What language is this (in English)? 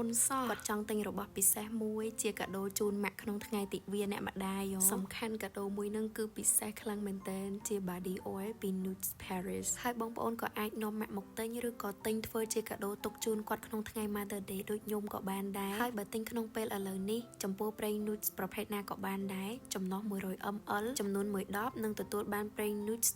Khmer